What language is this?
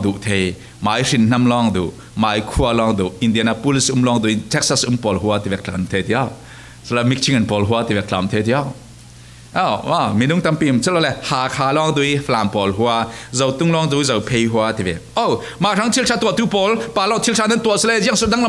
Falam Chin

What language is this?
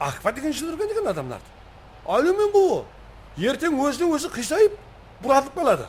Kara-Kalpak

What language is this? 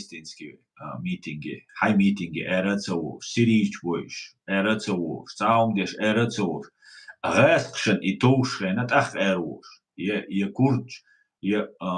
Chechen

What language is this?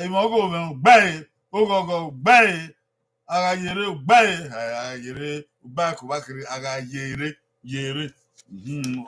Bini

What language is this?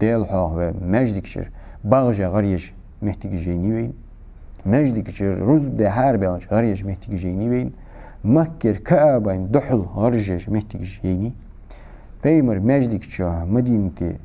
Ingush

